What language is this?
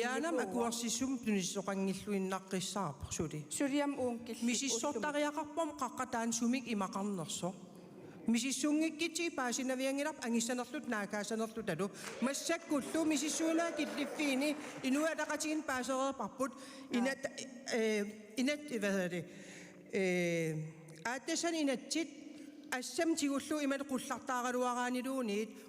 Kalaallisut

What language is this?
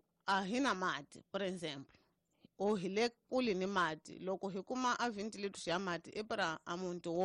Tsonga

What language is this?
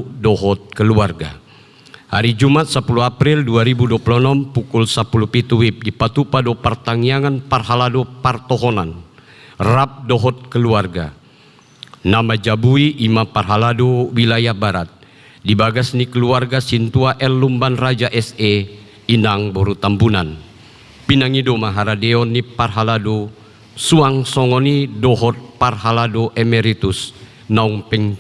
Batak Toba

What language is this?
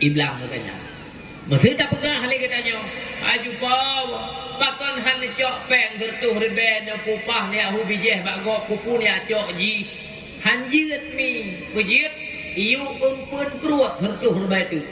Achinese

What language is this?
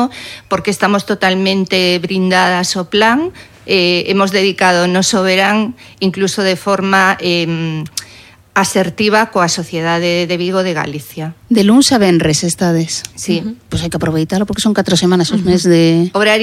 Galician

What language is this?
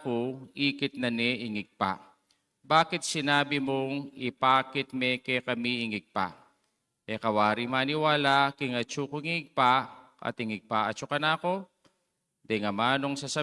Pampanga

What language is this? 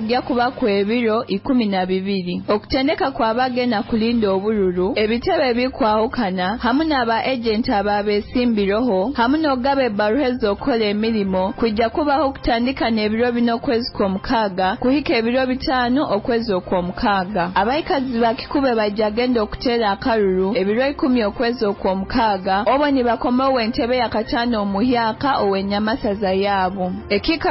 Nyoro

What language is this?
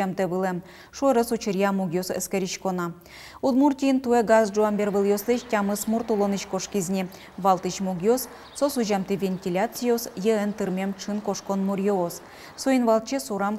Udmurt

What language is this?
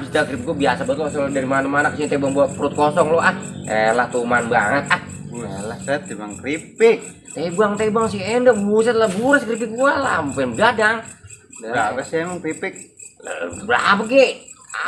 Betawi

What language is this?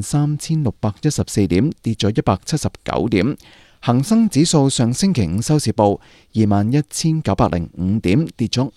Cantonese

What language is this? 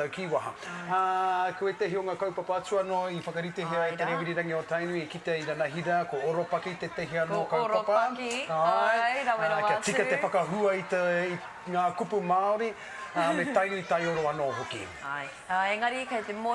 Māori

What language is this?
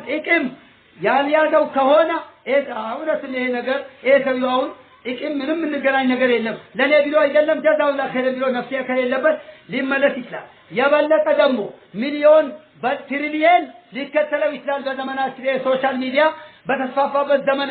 Amharic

